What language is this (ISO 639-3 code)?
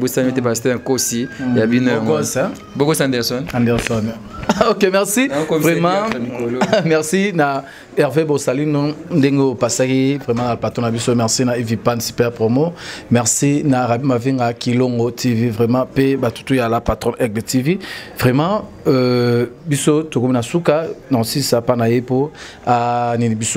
lin